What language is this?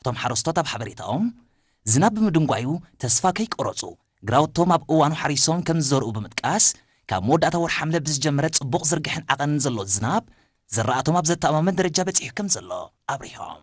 Tigrinya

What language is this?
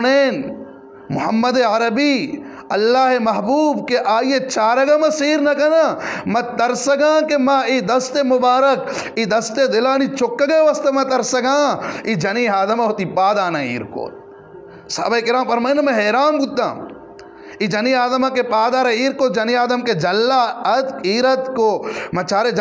Eastern Balochi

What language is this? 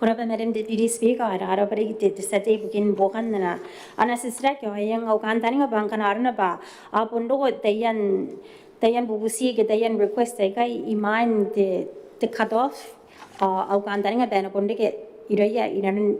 Gilbertese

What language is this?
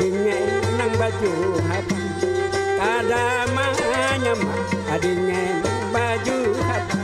Banjar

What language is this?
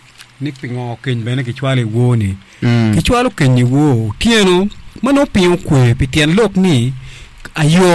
Acoli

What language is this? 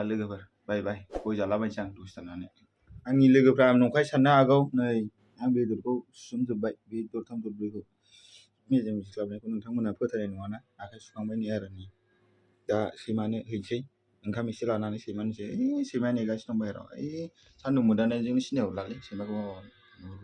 Bodo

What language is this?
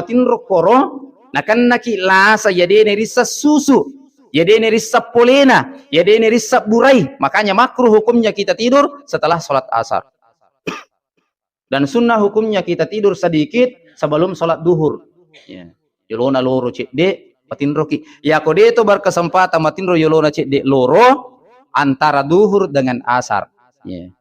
Buginese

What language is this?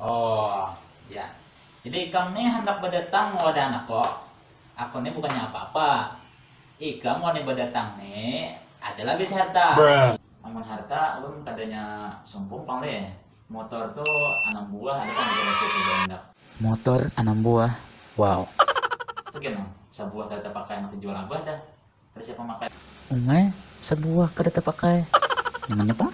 Banjar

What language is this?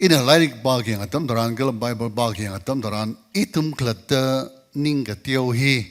Tangkhul Naga (India)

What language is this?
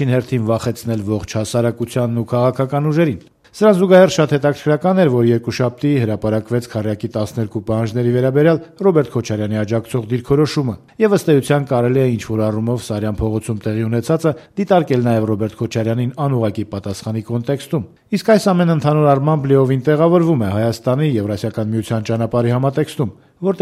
Armenian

